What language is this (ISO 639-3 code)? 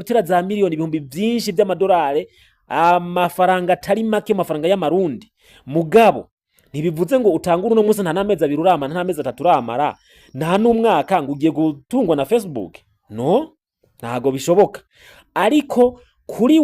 run